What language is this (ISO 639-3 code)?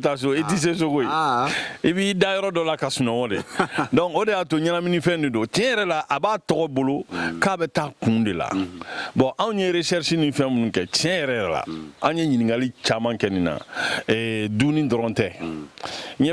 bam